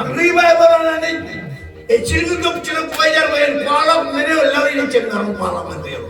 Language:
Marshallese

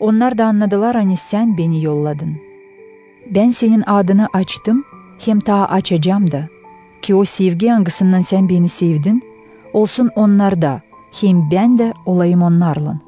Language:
Gagauz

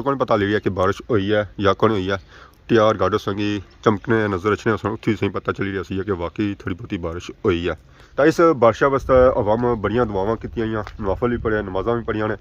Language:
Pahari-Potwari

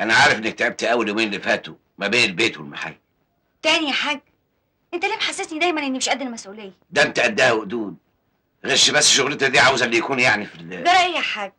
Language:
Egyptian Arabic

